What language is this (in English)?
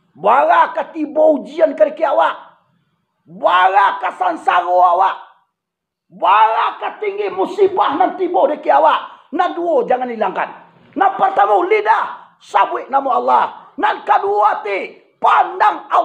Minangkabau